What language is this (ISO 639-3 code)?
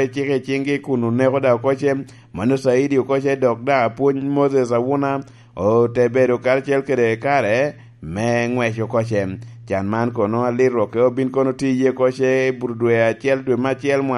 laj